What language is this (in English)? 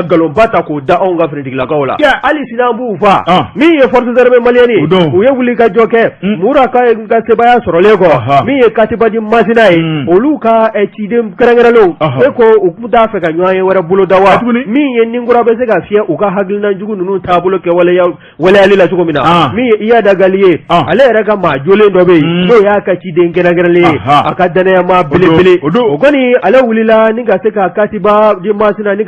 Bambara